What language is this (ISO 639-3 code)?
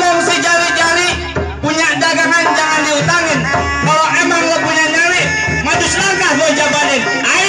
bew